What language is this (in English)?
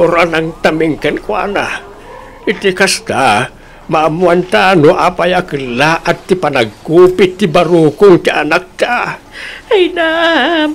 Iloko